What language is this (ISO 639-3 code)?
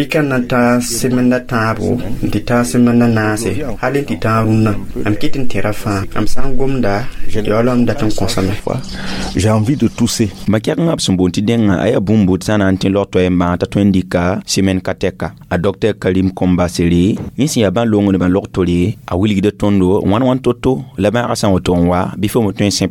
mos